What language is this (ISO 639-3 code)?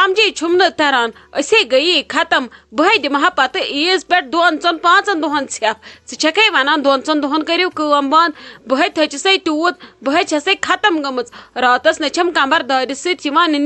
kas